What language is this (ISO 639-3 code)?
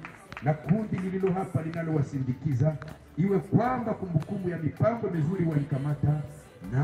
swa